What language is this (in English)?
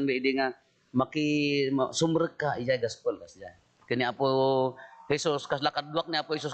Iloko